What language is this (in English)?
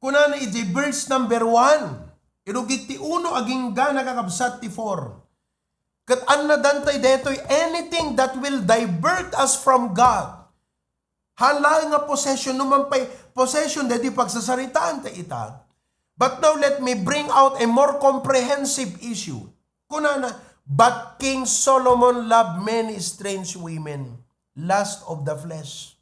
Iloko